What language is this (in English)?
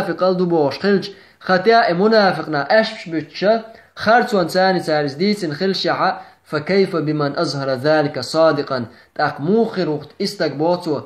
Chechen